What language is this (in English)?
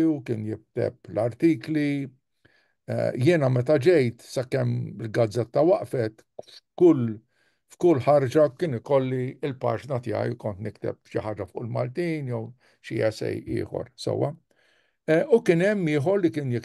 Maltese